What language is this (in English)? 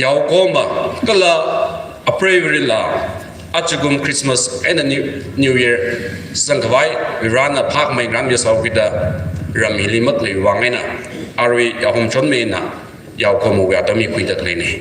Tangkhul Naga (India)